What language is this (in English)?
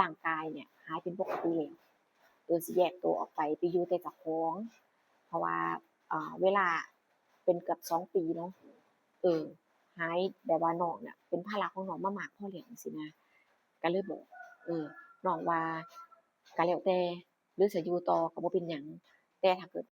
Northeastern Thai